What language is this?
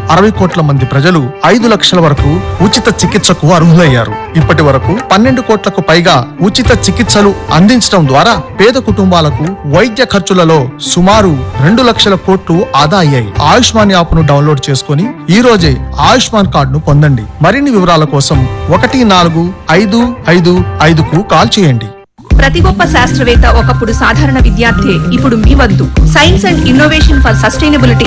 Telugu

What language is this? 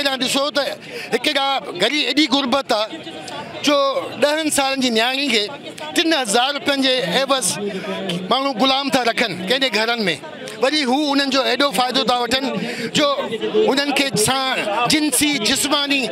Sindhi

